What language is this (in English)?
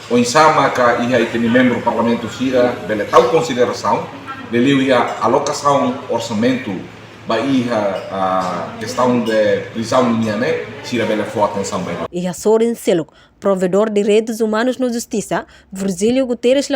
Tetum